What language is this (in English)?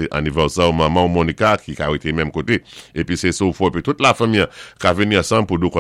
Saint Lucian Creole French